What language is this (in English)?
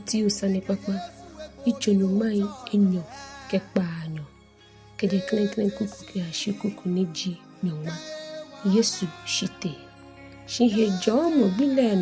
Ga